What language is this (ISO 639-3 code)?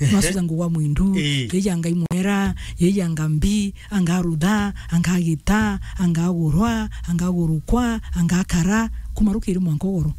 mer